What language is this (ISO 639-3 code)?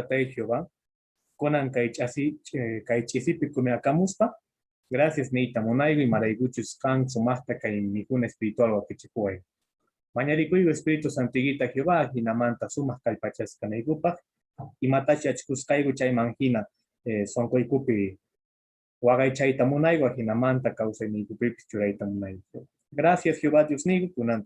que